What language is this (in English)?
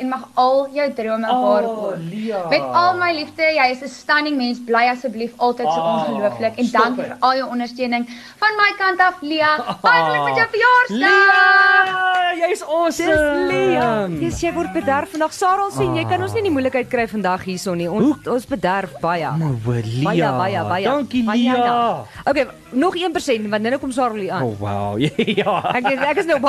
Afrikaans